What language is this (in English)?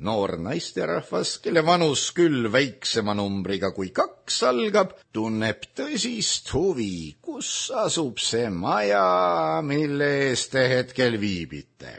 Estonian